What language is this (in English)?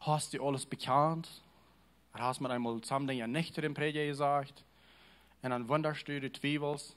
Plautdietsch